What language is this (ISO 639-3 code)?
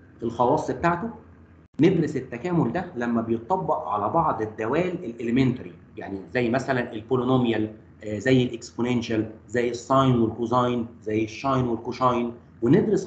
arz